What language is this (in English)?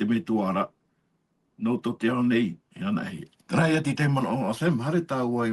Tahitian